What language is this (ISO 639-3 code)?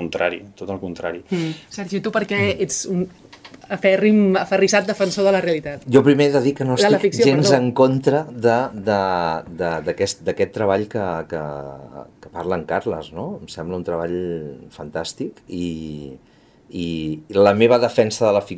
cat